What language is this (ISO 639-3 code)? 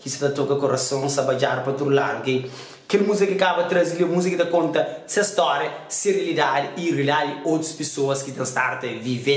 kea